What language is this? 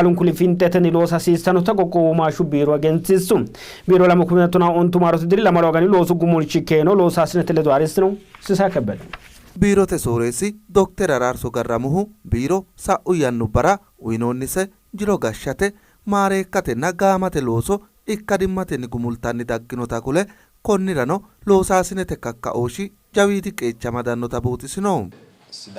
Sidamo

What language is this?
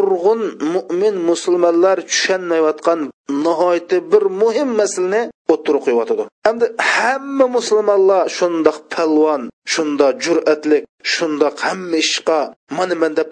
Uyghur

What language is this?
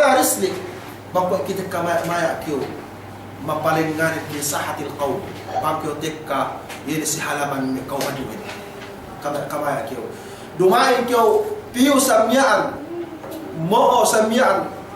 Yakan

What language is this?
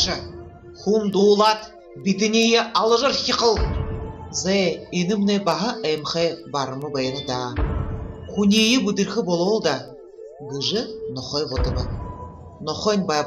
Buriat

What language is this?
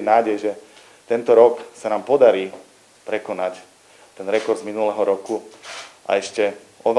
Slovak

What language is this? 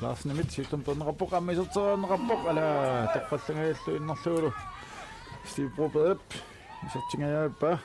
Kalaallisut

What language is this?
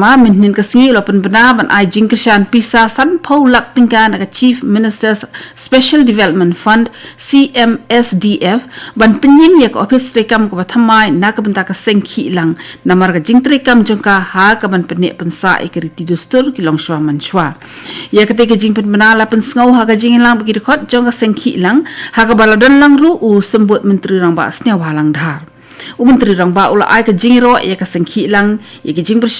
Khasi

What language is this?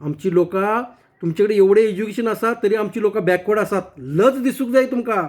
Konkani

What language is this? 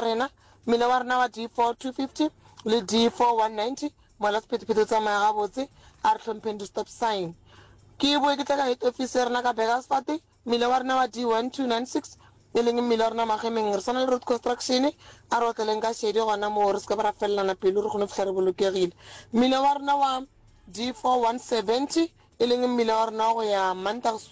Northern Sotho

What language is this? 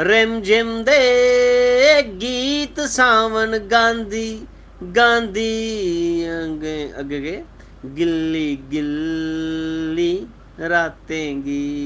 Dogri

